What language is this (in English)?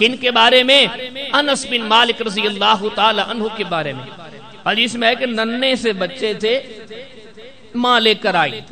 Urdu